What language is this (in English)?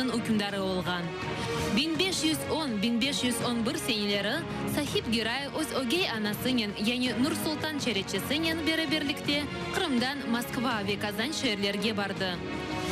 Crimean Tatar